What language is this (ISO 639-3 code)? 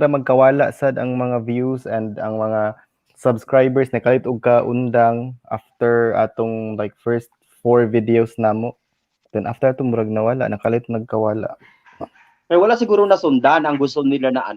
ceb